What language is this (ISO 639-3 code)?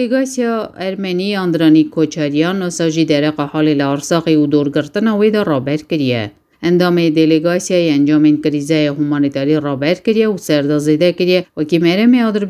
kur